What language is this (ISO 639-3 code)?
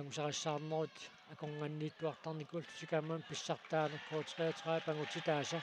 kal